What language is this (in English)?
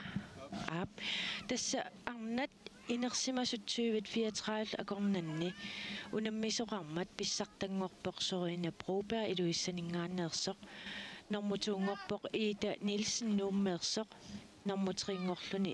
Kalaallisut